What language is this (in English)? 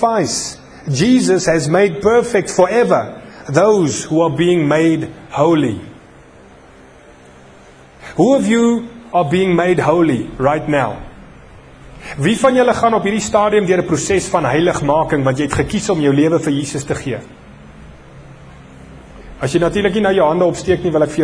Afrikaans